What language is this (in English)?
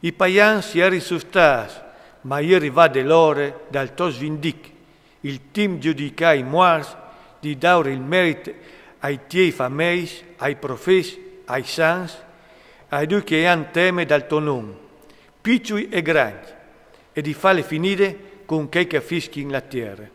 Friulian